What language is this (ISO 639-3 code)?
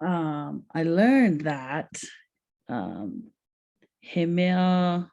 haw